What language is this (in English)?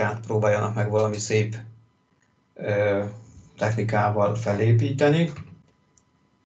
Hungarian